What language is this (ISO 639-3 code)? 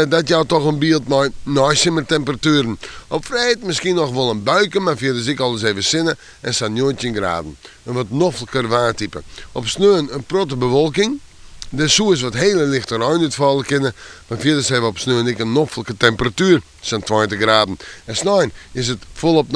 fry